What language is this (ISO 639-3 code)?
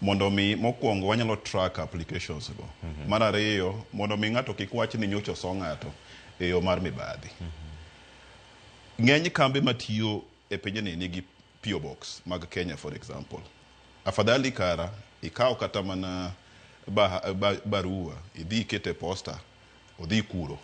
luo